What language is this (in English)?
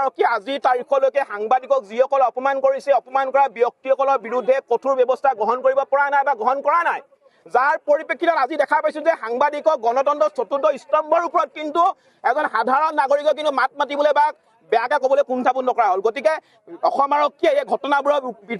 Assamese